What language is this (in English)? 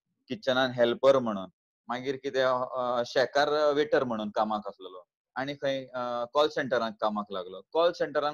Konkani